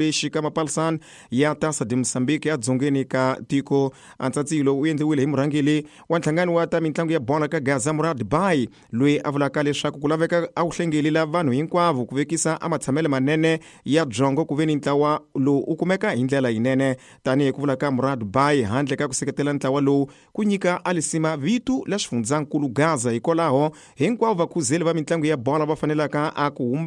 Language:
Tsonga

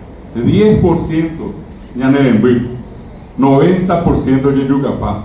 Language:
Guarani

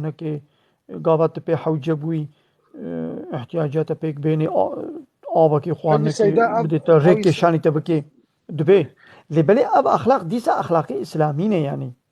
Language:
Kurdish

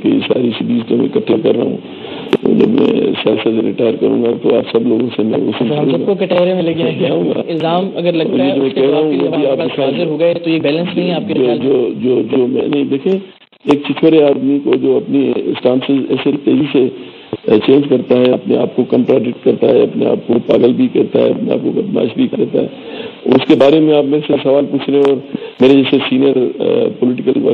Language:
Urdu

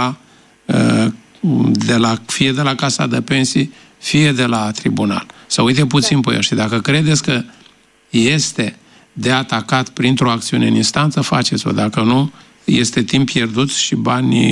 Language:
Romanian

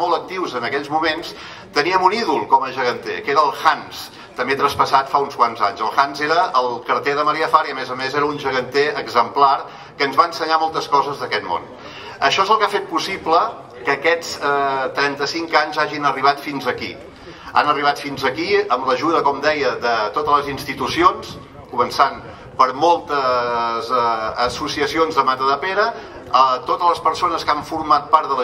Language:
Catalan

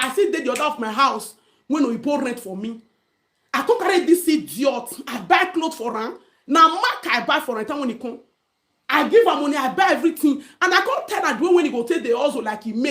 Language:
Nigerian Pidgin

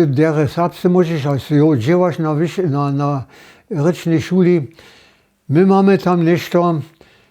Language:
Upper Sorbian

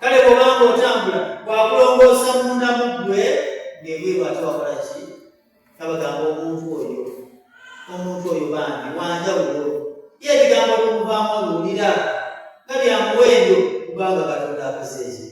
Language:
Ganda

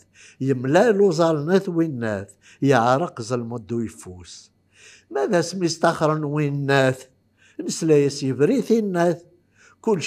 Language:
Kabyle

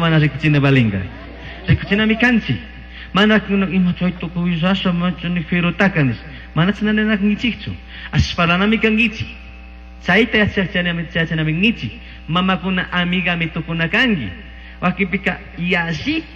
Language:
Chimborazo Highland Quichua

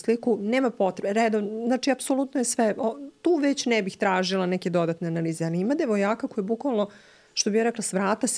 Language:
Serbian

